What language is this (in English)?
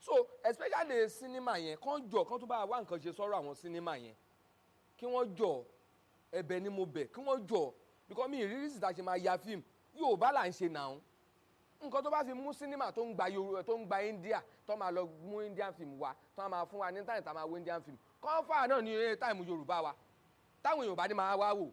Yoruba